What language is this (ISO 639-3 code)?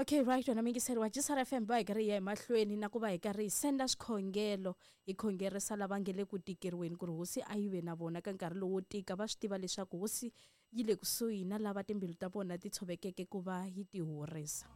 tso